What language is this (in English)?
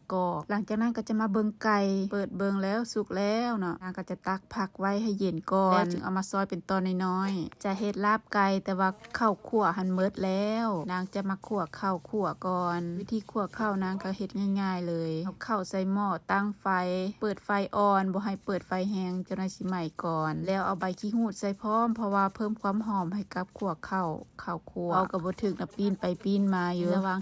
Lao